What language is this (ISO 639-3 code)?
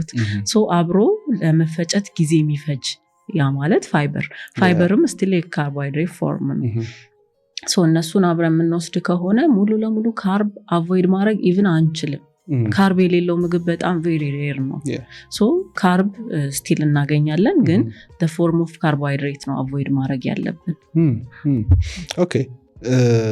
amh